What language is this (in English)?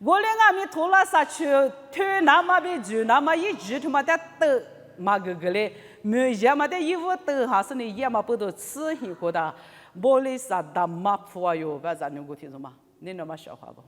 Lisu